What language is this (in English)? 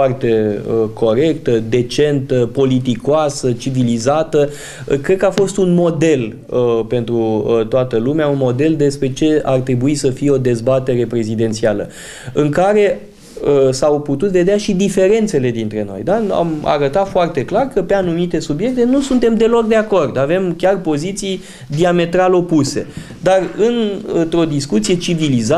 Romanian